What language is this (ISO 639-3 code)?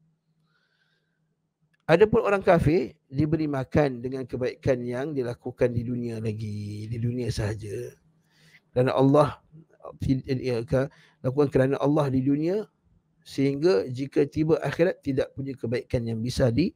msa